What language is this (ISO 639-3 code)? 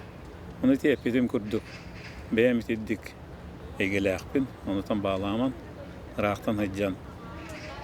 sah